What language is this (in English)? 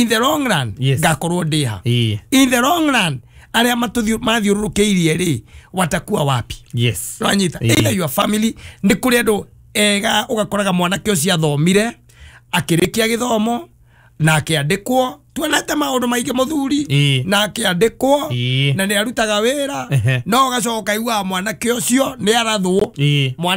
Kikuyu